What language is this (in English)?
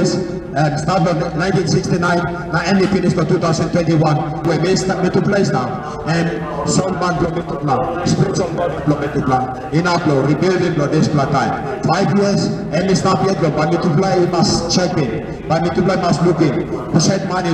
Tok Pisin